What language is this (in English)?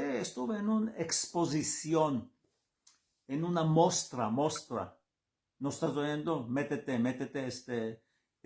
Ladino